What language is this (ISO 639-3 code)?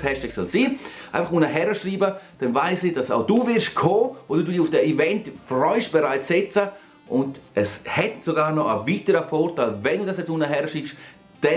gsw